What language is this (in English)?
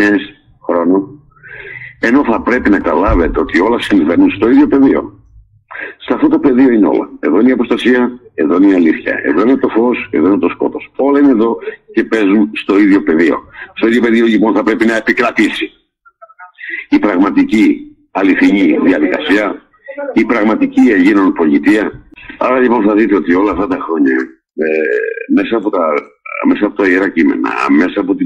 Greek